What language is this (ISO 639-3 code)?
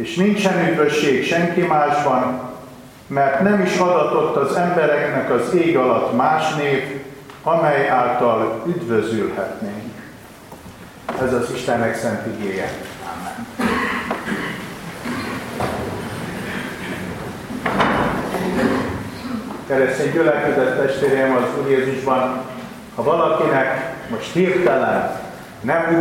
hun